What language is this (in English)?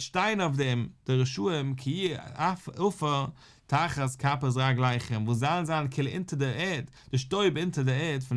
Yiddish